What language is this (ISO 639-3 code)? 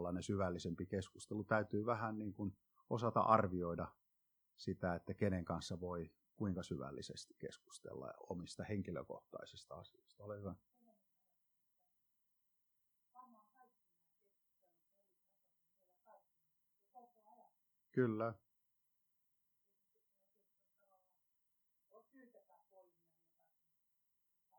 fin